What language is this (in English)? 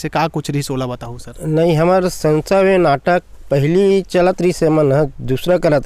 Chhattisgarhi